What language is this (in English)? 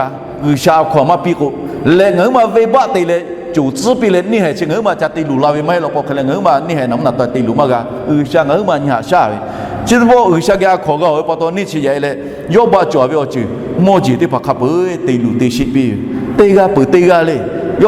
Lahu